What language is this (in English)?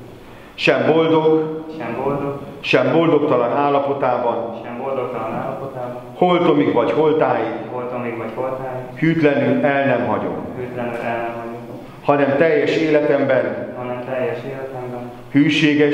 Hungarian